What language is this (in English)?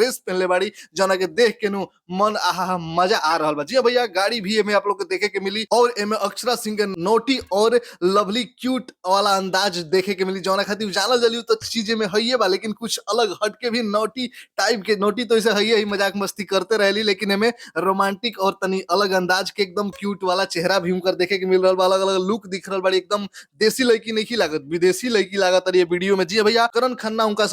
Bhojpuri